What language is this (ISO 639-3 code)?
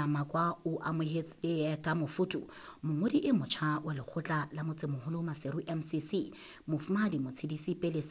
sot